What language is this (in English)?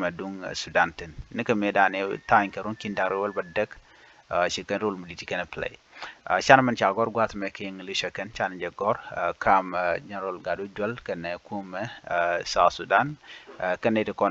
Nuer